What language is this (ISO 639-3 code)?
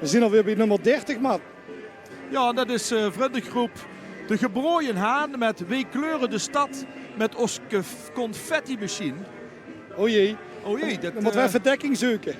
lim